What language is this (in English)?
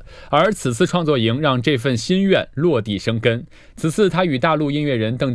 Chinese